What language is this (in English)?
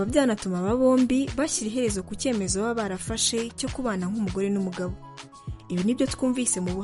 Kinyarwanda